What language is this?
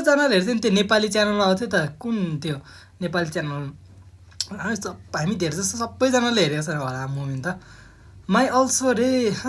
Nepali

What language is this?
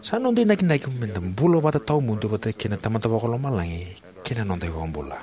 Fijian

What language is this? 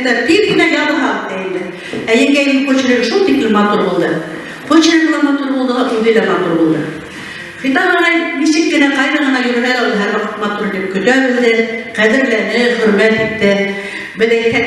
Bashkir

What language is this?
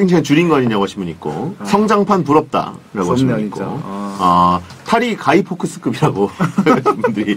Korean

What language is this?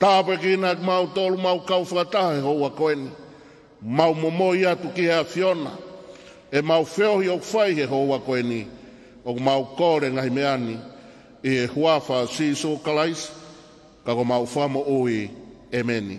Tongan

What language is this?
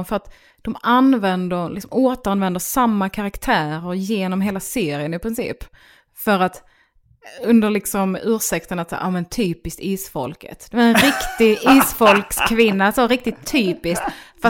Swedish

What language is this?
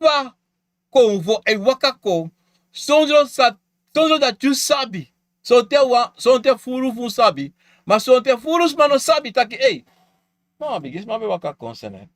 Sranan Tongo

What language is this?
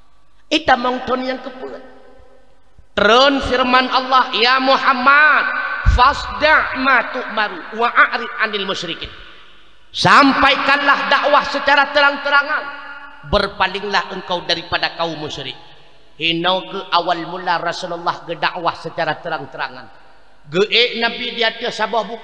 Achinese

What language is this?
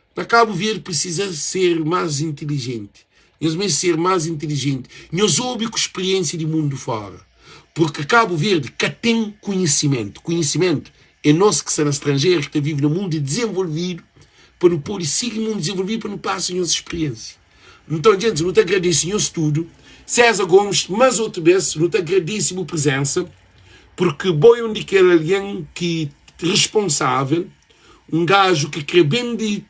Kabuverdianu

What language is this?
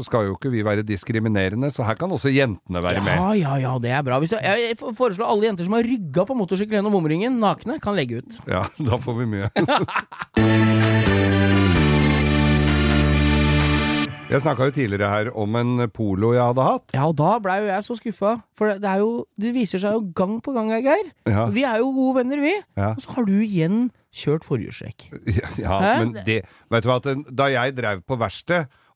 Norwegian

